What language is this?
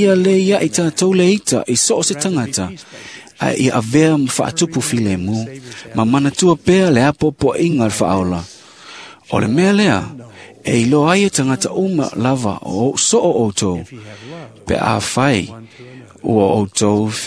Samoan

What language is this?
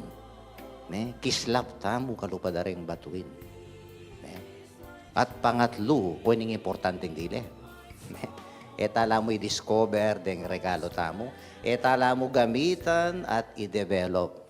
Pampanga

